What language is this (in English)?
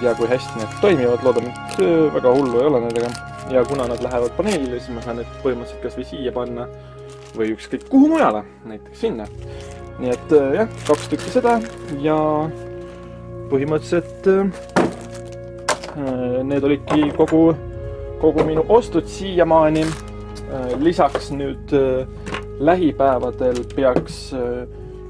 Estonian